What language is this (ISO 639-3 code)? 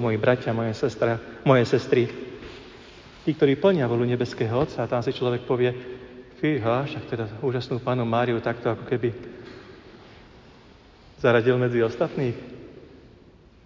slk